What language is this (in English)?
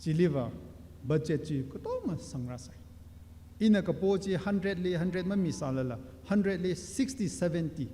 Tangkhul Naga (India)